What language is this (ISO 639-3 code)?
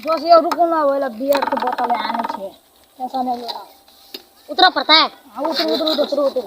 mai